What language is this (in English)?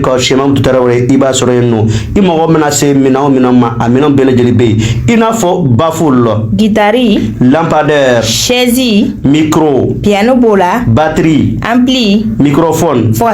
Bambara